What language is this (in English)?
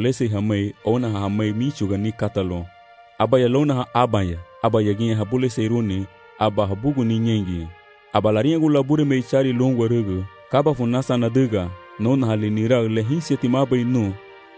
Garifuna